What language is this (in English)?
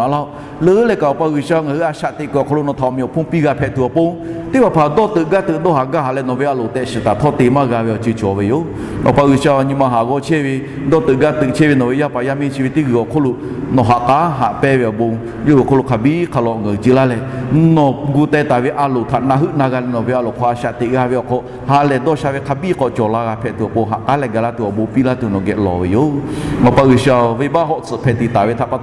Lahu